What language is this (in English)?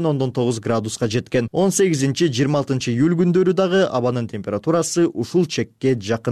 Kyrgyz